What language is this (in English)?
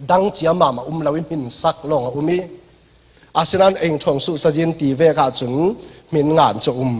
Falam Chin